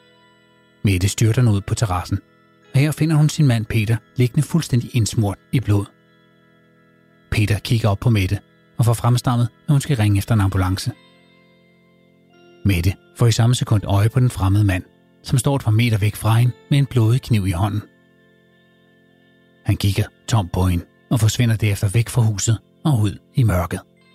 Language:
Danish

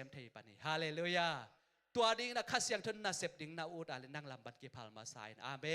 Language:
Tedim Chin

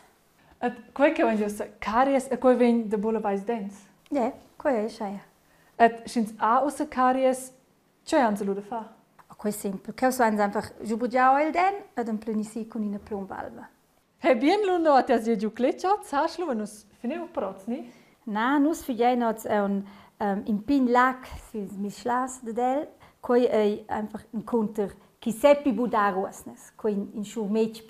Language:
Romansh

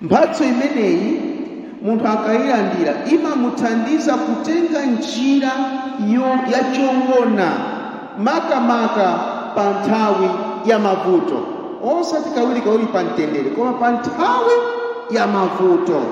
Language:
Nyanja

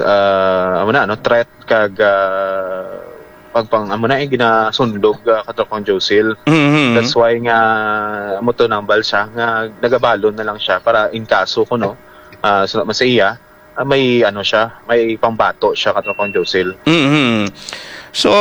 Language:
Hiligaynon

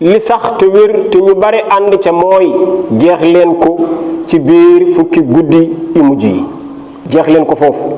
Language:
Wolof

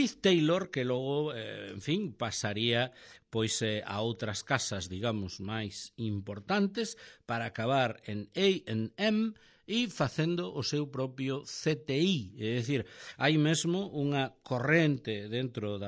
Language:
Galician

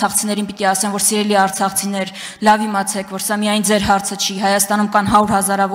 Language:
Armenian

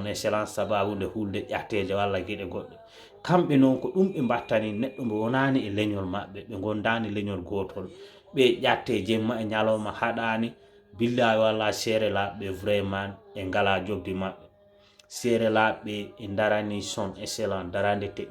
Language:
Fula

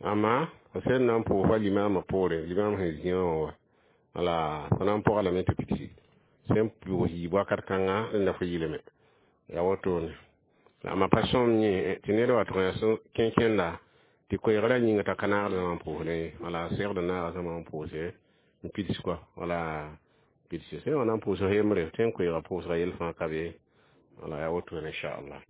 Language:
Mossi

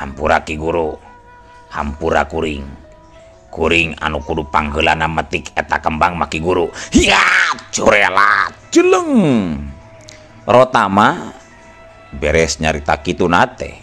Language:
Sundanese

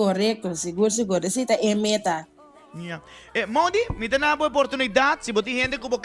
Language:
Papiamento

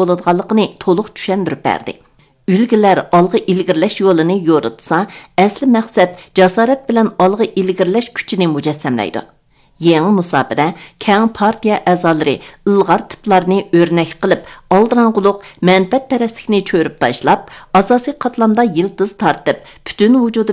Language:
Uyghur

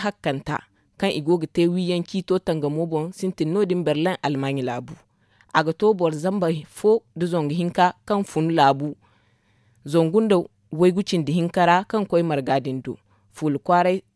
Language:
Zarma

